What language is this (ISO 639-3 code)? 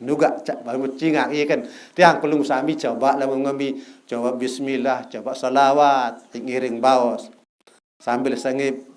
sas